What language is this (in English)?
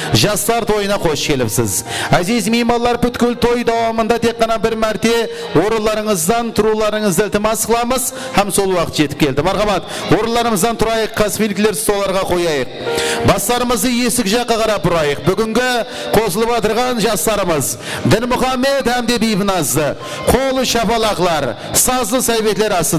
Kara-Kalpak